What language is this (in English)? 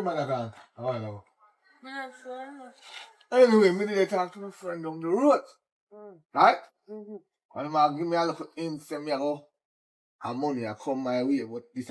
Jamaican Creole English